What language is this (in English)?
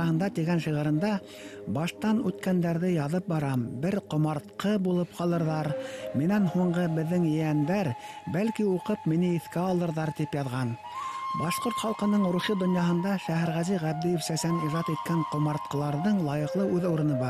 Bashkir